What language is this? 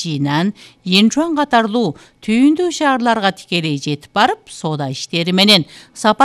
Kyrgyz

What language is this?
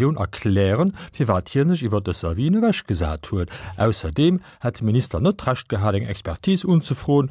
Luxembourgish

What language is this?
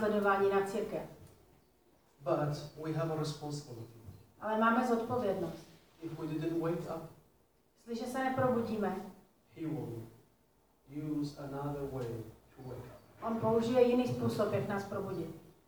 Czech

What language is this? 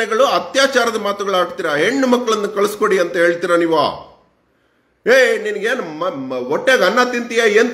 Kannada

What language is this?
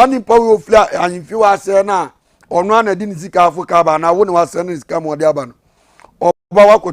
Akan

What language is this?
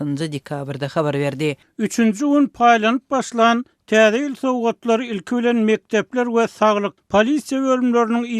Turkmen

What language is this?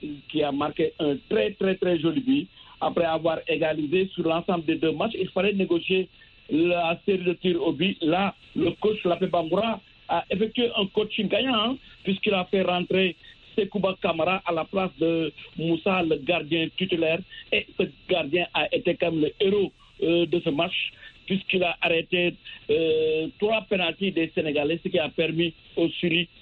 French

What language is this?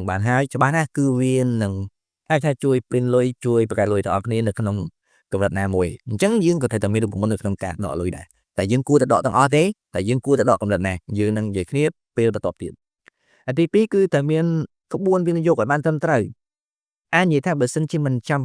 Khmer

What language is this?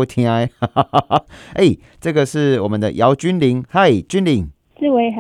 Chinese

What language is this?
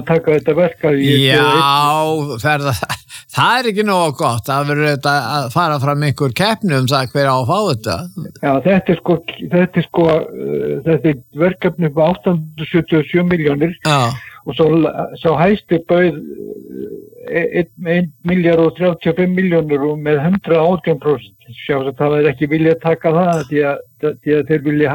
Icelandic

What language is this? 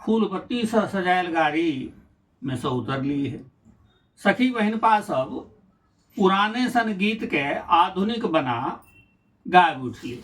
Maithili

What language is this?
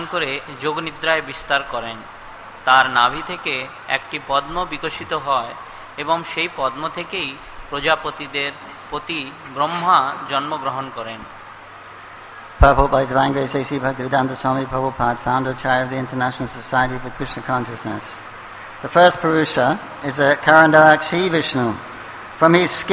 Bangla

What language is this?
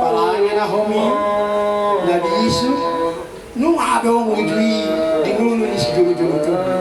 Batak Toba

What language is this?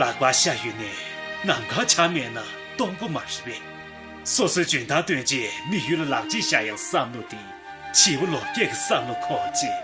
Tibetan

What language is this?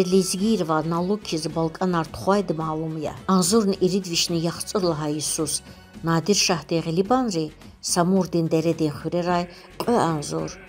Lezghian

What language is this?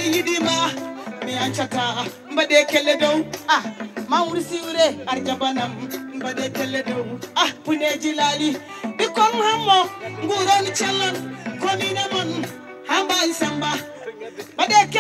Fula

